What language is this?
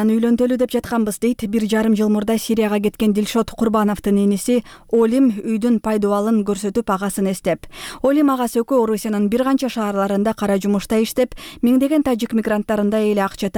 Kyrgyz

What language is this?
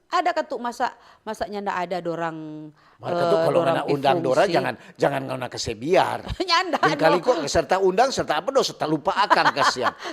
Manado Malay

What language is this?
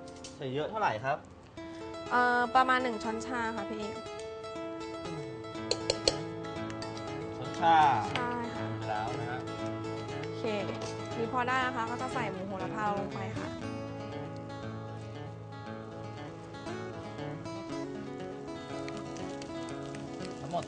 Thai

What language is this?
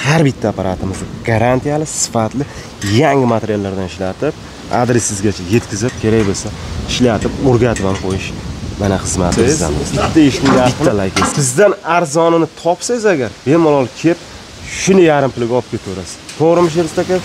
Uzbek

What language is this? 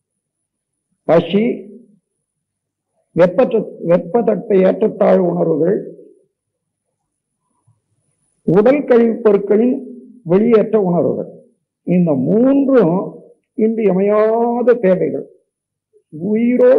Tamil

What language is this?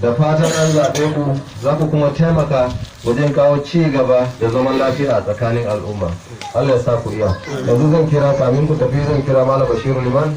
Hausa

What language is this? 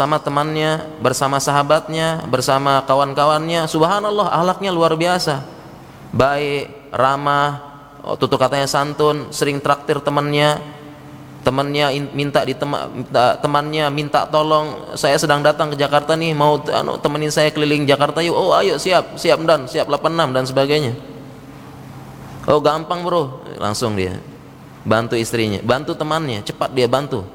Indonesian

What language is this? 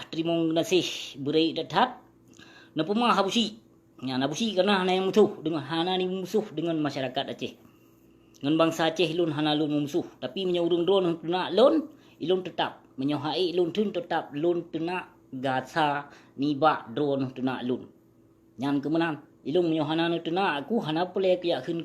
Achinese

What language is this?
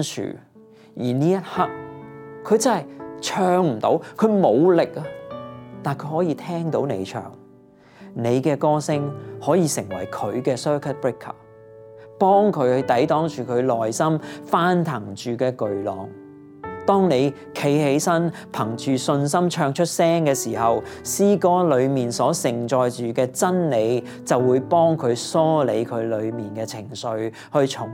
Cantonese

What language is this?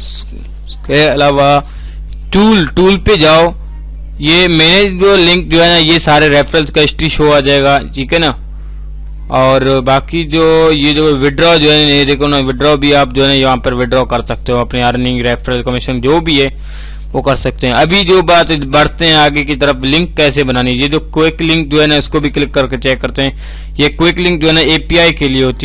Hindi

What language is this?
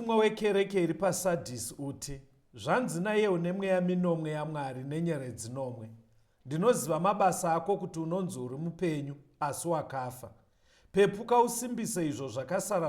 Shona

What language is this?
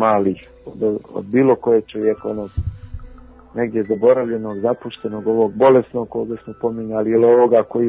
Serbian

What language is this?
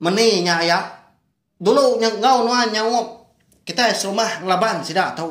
Iban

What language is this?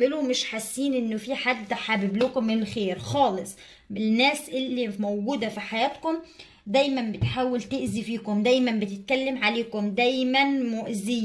Egyptian Arabic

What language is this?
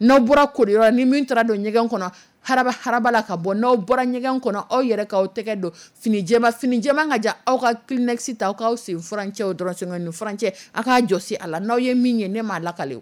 Dyula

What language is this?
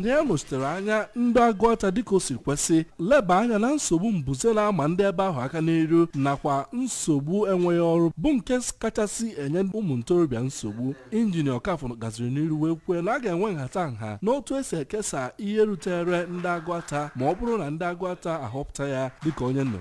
Igbo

